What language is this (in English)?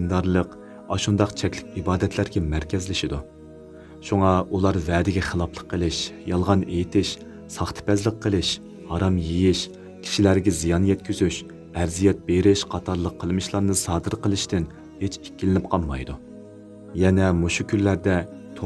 Uyghur